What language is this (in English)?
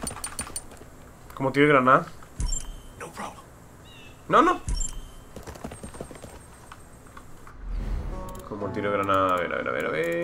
English